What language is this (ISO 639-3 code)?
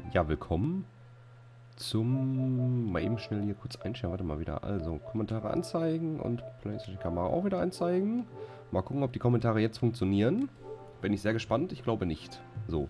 deu